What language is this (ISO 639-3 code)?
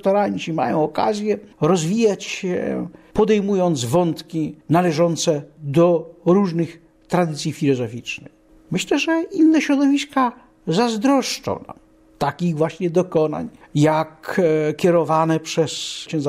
pol